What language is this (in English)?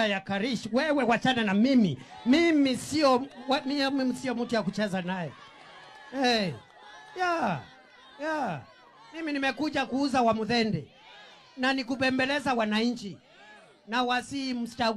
Meru